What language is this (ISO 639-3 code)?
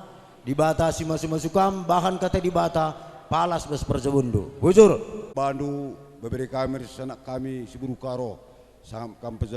btx